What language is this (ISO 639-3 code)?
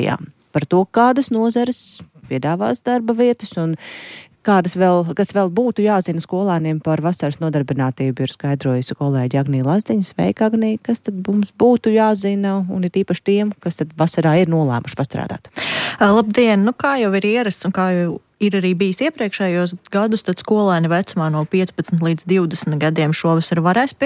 lav